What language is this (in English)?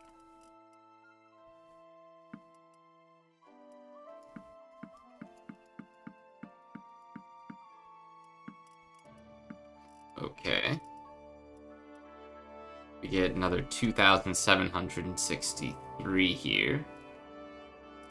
English